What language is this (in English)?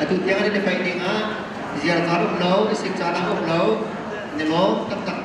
Hakha Chin